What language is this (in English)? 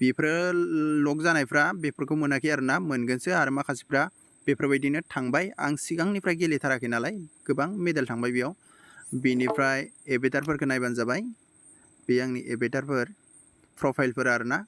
Bodo